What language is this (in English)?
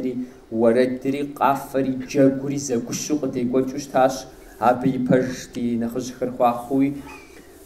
Kabardian